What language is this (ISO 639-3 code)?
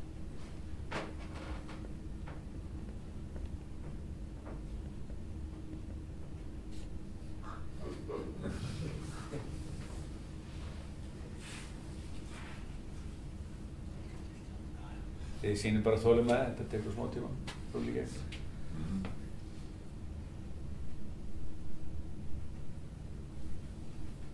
isl